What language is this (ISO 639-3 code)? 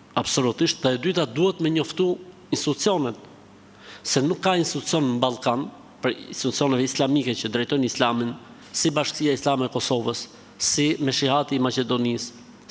sqi